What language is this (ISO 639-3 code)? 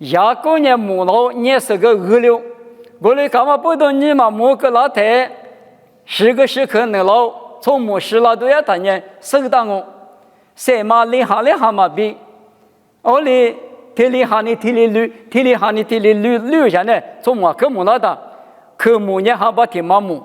lis